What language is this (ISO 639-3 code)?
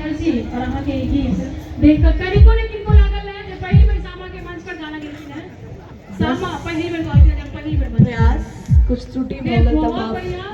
mai